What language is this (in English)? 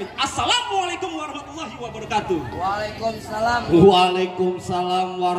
Betawi